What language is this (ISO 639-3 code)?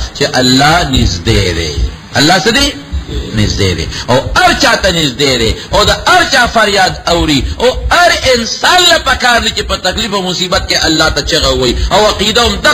pus